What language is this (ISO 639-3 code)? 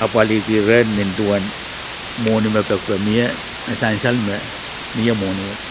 pon